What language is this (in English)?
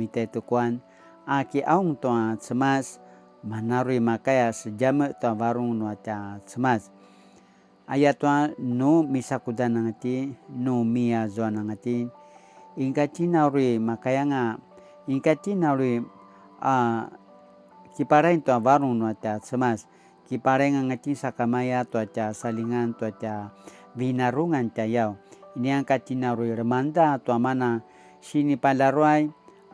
Paiwan